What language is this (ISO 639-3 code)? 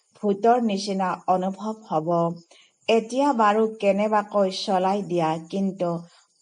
asm